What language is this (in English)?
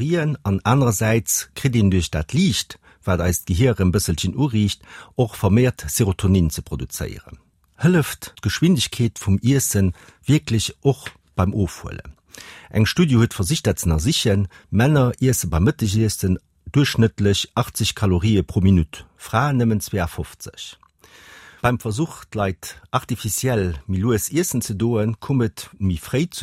Luxembourgish